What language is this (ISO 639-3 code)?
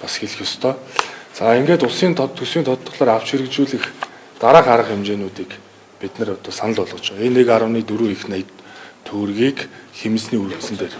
mon